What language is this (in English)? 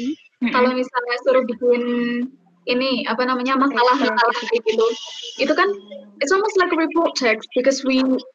Indonesian